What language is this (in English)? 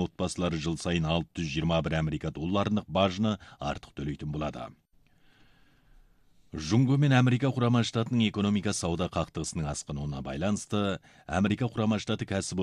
Kazakh